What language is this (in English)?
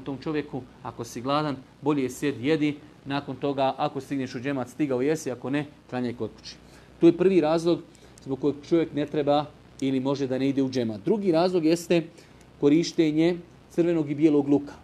Bosnian